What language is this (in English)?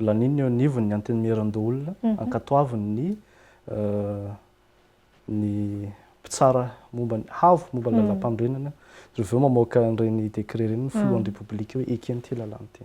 Malagasy